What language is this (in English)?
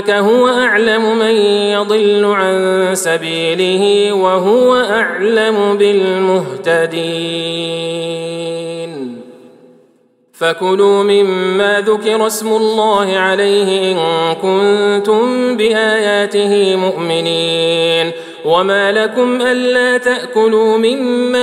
Arabic